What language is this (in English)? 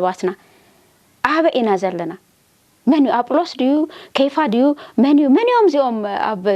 Tigrinya